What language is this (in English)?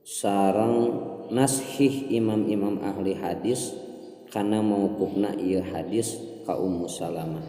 Sundanese